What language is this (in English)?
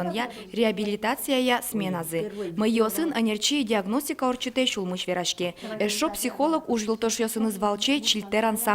Udmurt